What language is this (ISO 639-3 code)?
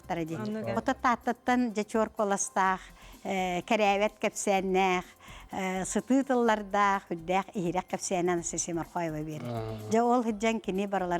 sah